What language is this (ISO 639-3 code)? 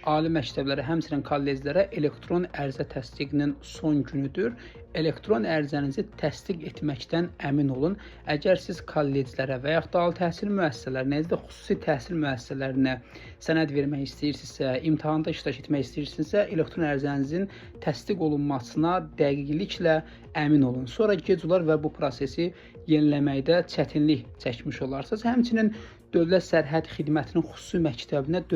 aze